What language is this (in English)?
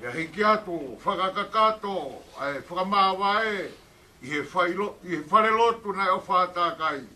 Tongan